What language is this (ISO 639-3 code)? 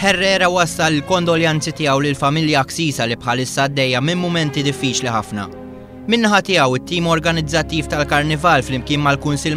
mlt